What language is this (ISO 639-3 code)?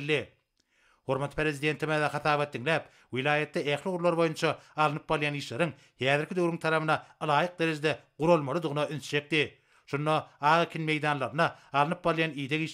tuk